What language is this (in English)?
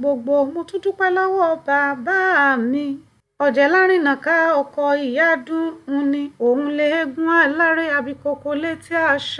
Yoruba